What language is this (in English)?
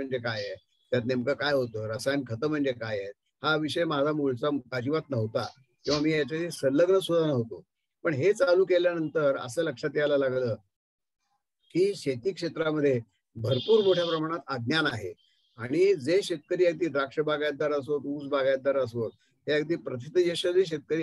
Marathi